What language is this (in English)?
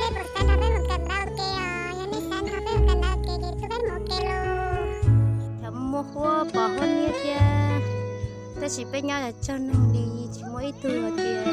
Hmong